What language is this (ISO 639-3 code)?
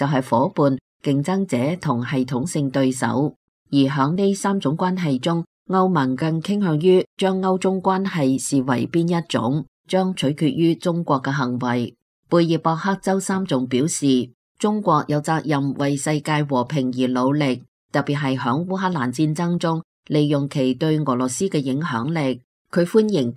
yue